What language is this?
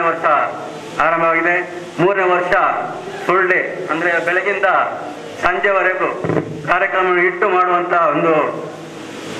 Kannada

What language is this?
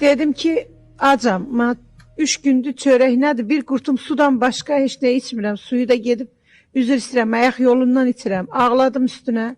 Azerbaijani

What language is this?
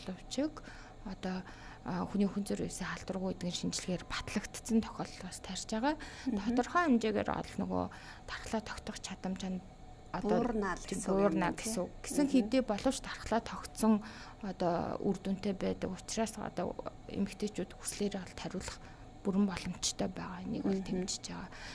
Mongolian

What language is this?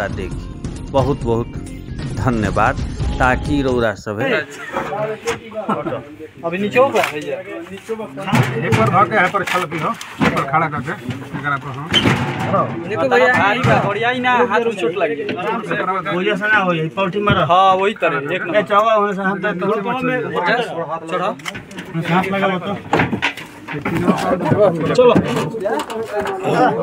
Bhojpuri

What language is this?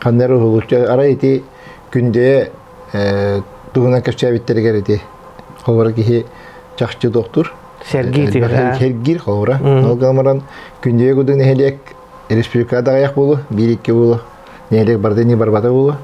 Yakut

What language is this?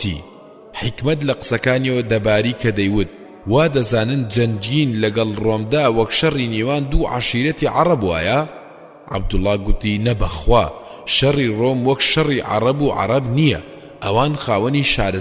Central Kurdish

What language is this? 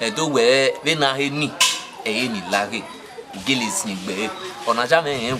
Bini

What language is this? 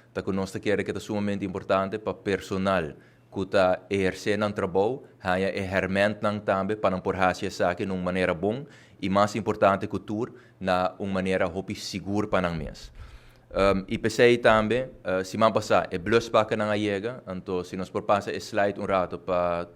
Papiamento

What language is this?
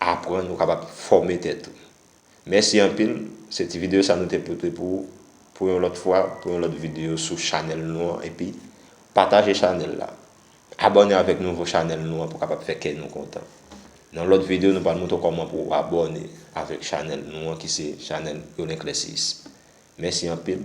Haitian Creole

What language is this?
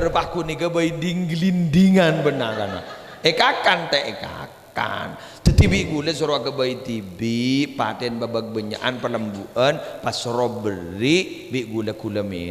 Madurese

